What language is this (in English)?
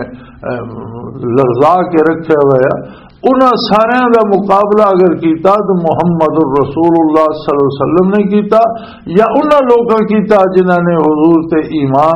Western Panjabi